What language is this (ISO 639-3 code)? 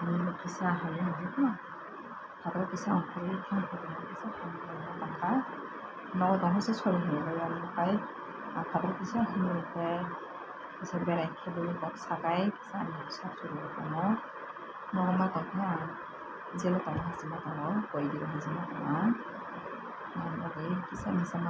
trp